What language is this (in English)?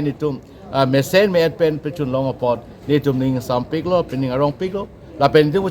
Karbi